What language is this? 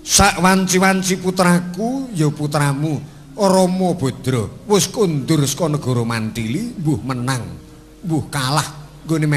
Javanese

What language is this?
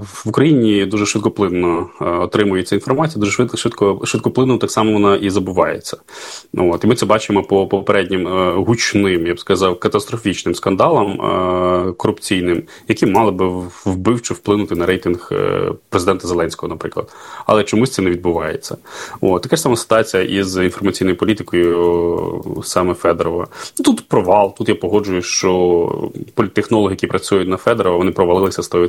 Ukrainian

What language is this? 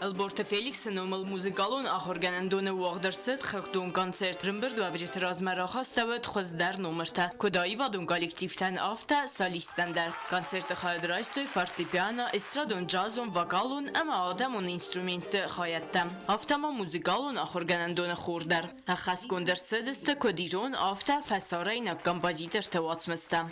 Ossetic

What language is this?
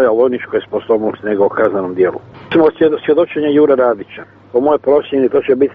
Croatian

